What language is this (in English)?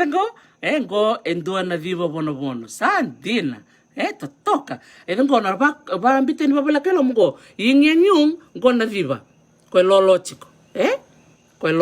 Fijian